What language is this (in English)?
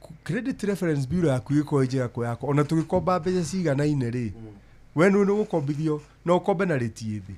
Kikuyu